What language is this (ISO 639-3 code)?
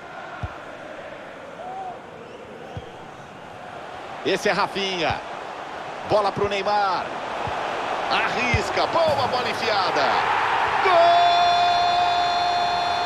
por